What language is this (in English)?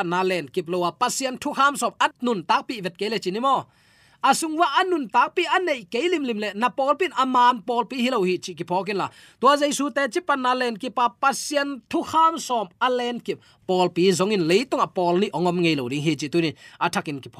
Tedim Chin